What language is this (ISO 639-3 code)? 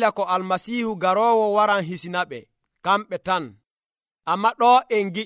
fuv